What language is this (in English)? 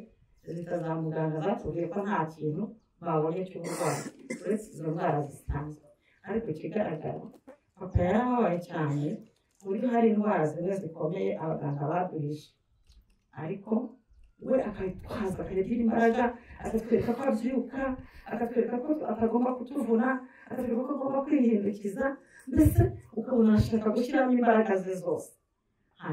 Kinyarwanda